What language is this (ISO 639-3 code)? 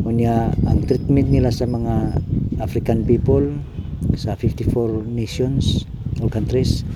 ceb